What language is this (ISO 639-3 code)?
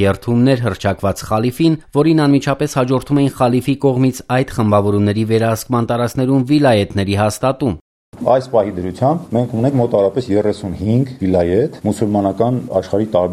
hye